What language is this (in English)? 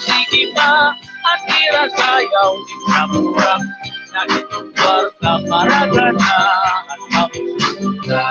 Waray